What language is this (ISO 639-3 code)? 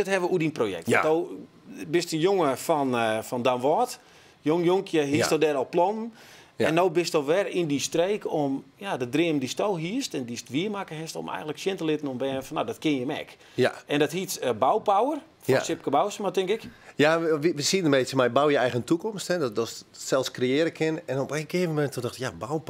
fry